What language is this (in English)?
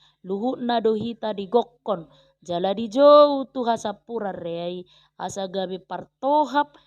Batak Toba